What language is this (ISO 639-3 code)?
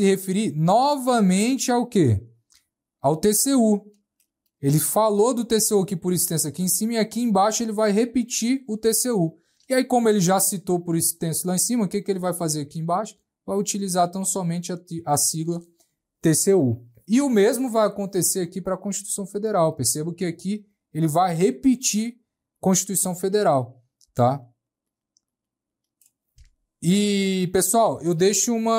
por